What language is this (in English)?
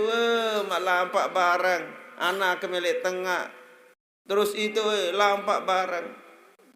Sasak